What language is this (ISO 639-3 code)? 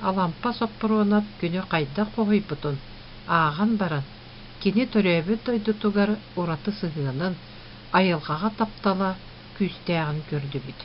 sah